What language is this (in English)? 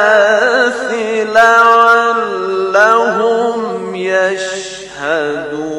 Persian